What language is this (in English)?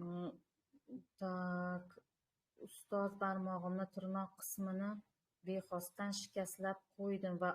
Uzbek